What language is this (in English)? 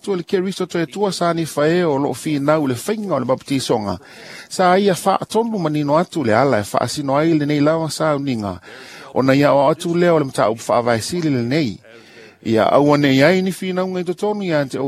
Samoan